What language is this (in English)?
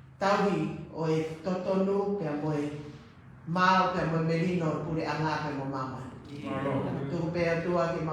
Tongan